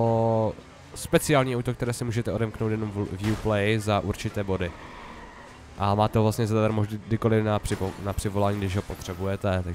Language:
Czech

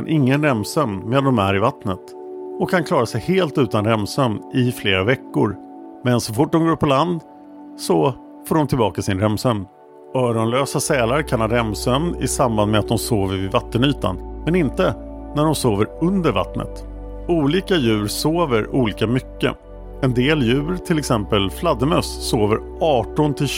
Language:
Swedish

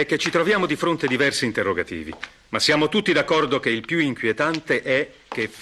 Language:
Italian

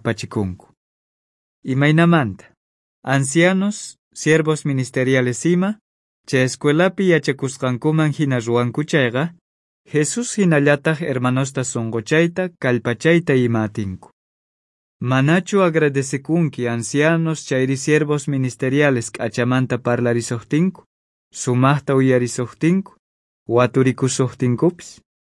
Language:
South Bolivian Quechua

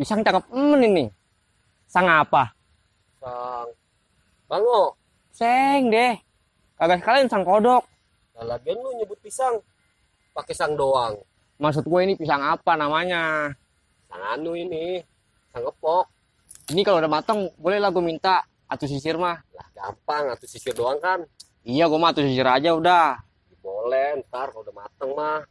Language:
Betawi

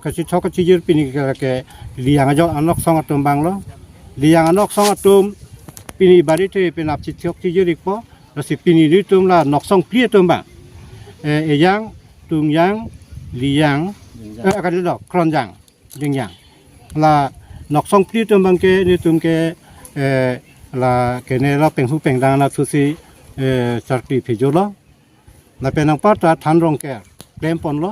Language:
Karbi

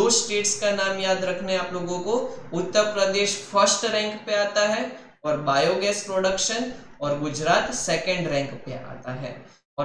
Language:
Hindi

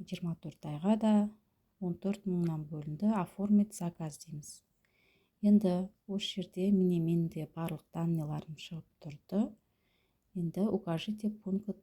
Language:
Kazakh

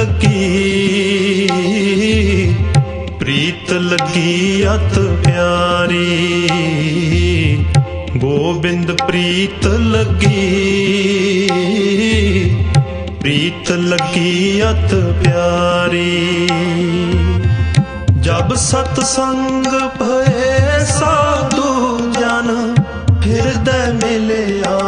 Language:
Punjabi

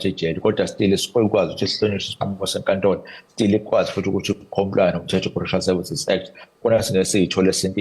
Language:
Zulu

